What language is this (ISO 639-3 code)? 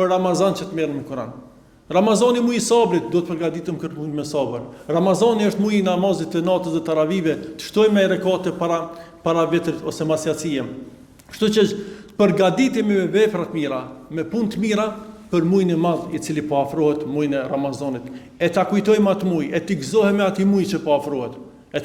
sqi